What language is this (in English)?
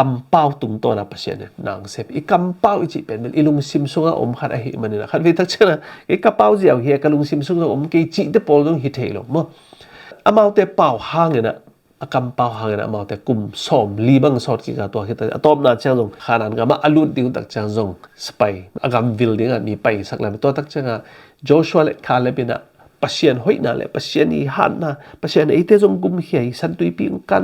Tedim Chin